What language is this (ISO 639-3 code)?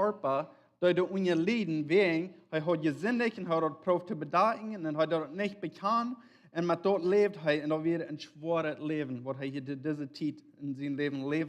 pdt